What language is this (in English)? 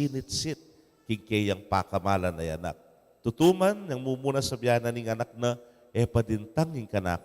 Pampanga